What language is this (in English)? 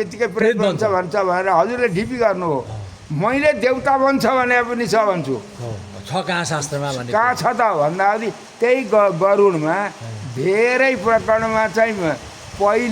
Nepali